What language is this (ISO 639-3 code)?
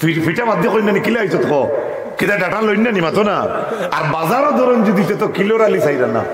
syl